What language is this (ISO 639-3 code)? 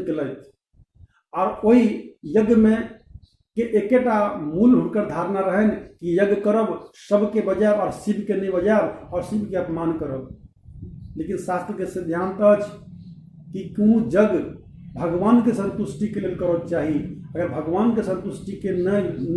mai